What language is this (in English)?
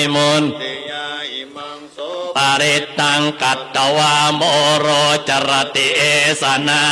Pali